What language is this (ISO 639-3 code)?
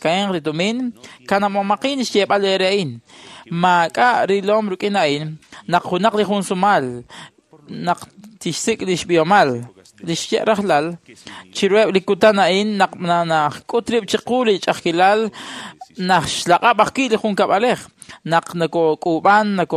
kek